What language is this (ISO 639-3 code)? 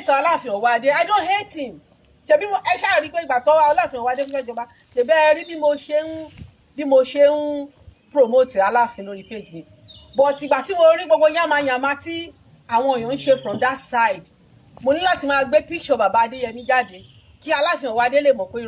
yor